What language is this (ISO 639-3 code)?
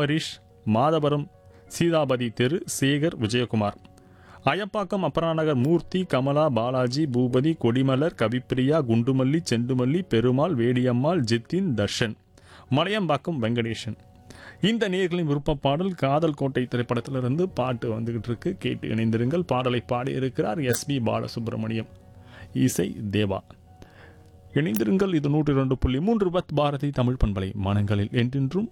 tam